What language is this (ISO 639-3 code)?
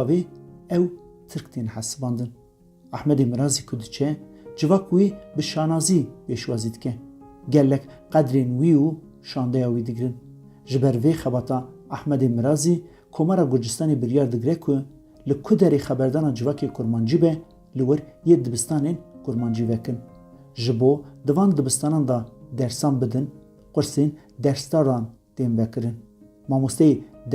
kur